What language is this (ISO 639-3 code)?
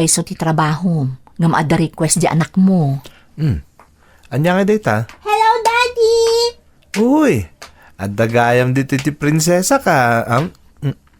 ilo